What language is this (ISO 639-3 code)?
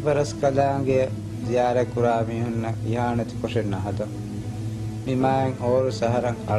div